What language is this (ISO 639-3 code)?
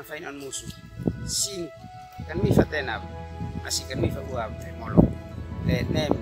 aoz